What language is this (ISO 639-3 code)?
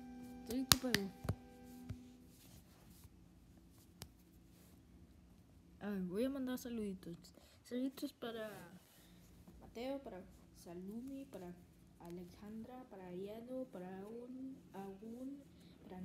spa